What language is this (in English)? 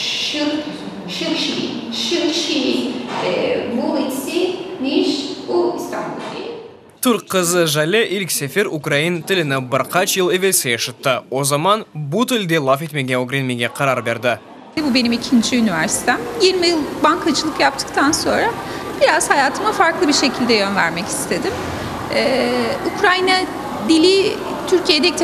Crimean Tatar